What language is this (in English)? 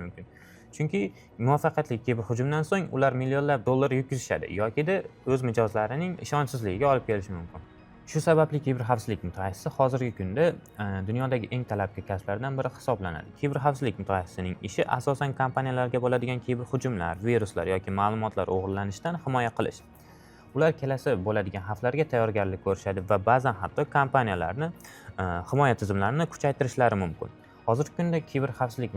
Uzbek